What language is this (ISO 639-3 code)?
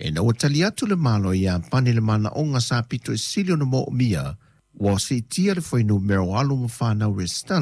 smo